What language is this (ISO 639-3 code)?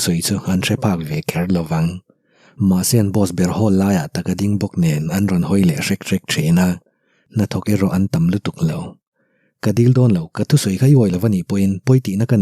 lus